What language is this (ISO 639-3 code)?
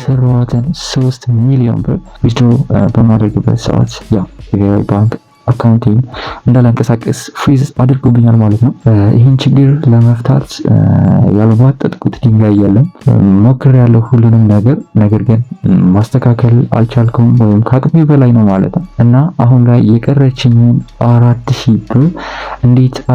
amh